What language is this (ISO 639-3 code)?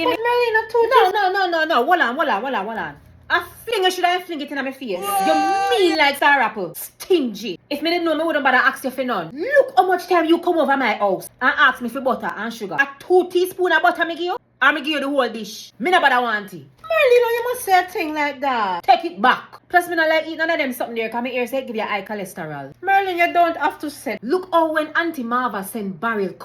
jam